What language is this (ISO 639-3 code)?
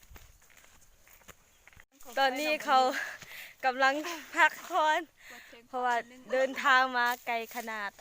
lao